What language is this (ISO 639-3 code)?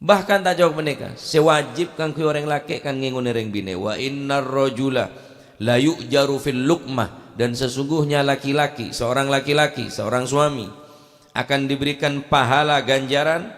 mad